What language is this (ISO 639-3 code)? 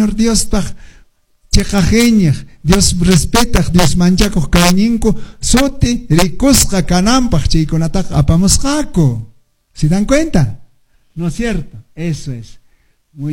que